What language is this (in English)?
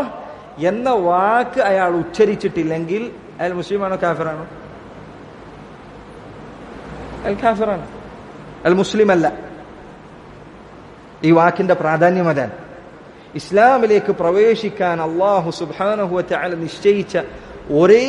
Malayalam